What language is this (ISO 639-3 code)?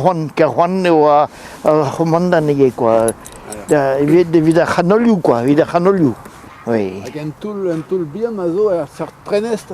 bre